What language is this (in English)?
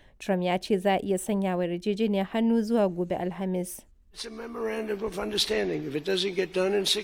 Hausa